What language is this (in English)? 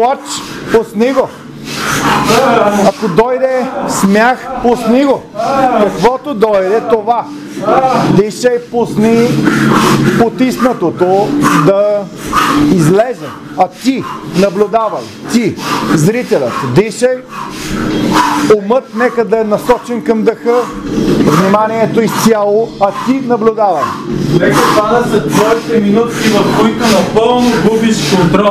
Bulgarian